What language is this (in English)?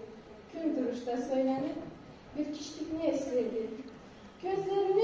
Karachay-Balkar